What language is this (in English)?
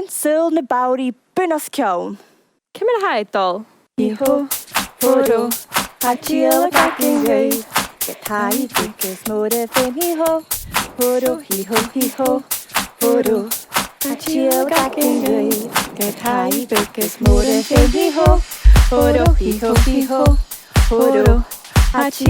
Scottish Gaelic